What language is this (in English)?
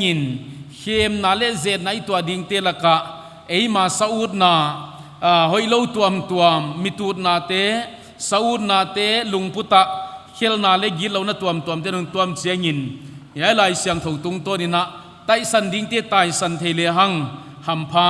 Paite Chin